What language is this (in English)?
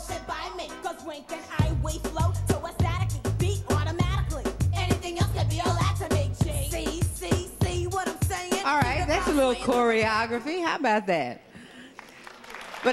English